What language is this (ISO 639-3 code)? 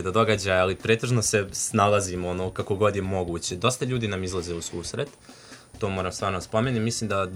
srp